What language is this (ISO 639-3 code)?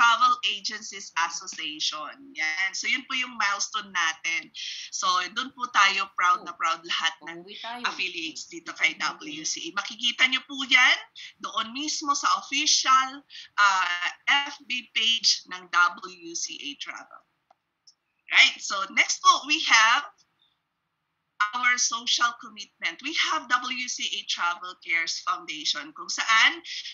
fil